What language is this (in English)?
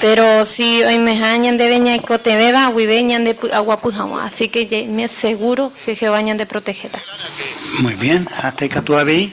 Guarani